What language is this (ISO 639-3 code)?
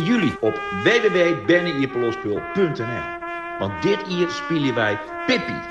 fry